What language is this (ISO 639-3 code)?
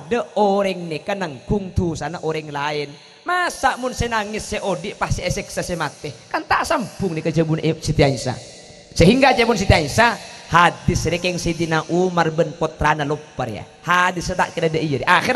mad